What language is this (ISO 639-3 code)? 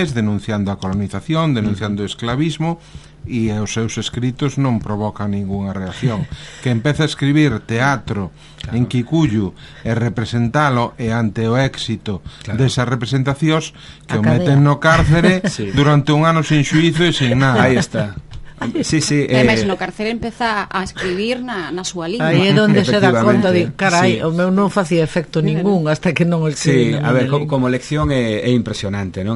glg